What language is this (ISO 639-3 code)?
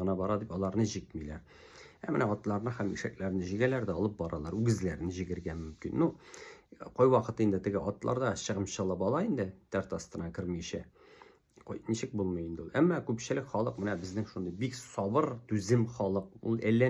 tat